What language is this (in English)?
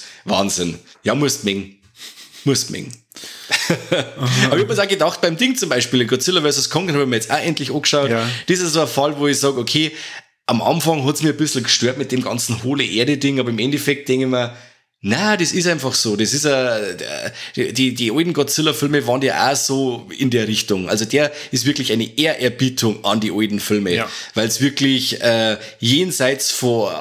Bavarian